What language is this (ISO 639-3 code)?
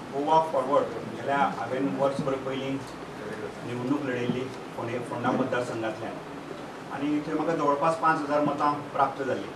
kok